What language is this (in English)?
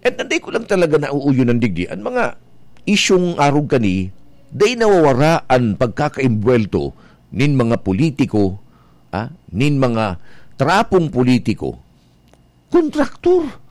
Bikol